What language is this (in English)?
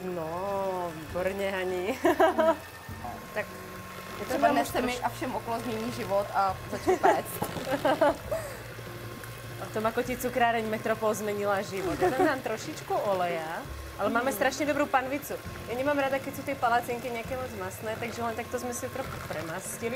Czech